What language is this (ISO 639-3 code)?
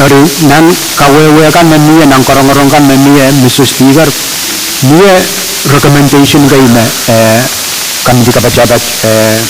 pon